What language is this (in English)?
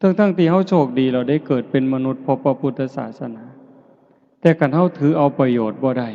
Northeastern Thai